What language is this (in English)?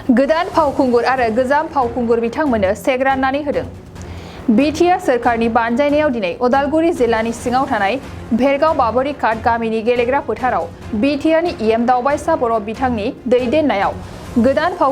Bodo